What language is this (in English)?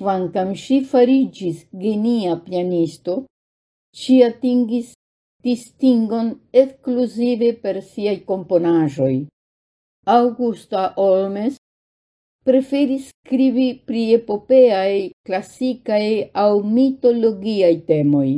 Esperanto